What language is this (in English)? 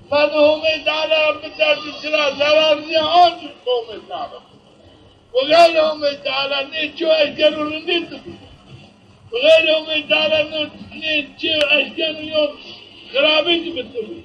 Zaza